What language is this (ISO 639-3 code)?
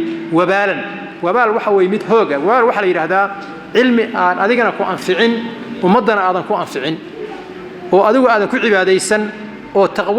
som